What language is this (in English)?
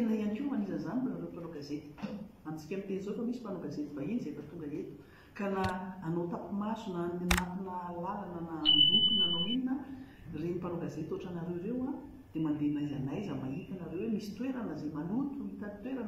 Malagasy